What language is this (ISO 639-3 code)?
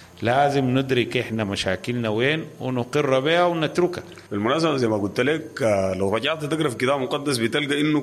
apd